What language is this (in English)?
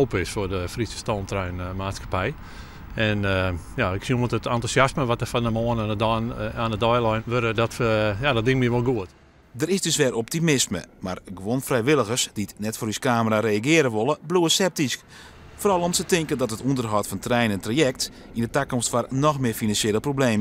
Western Frisian